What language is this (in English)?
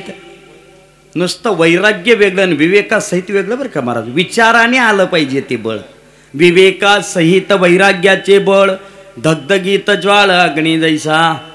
Marathi